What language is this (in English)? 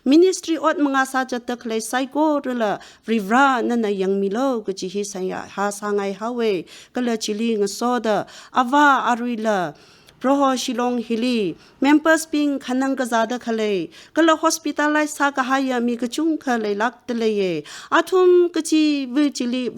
Tangkhul Naga (India)